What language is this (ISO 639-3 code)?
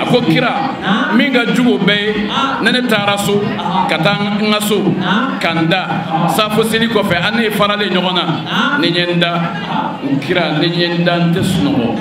bam